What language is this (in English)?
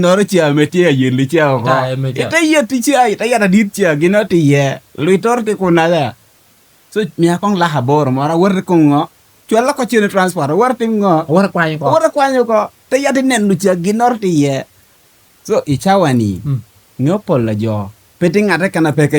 Lango (Uganda)